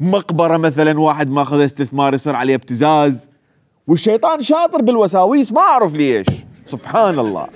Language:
Mesopotamian Arabic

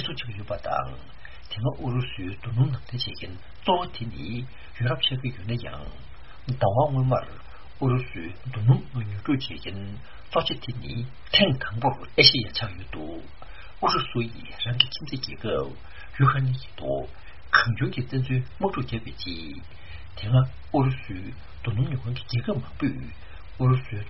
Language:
Tibetan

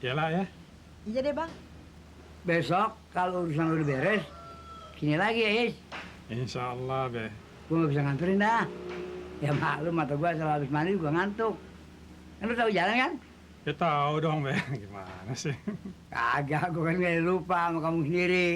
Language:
Betawi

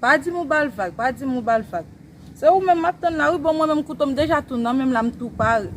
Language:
Haitian Creole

